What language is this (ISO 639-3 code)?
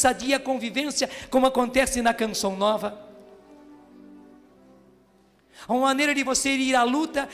por